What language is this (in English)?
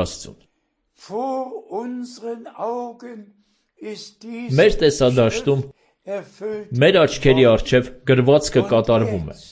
Armenian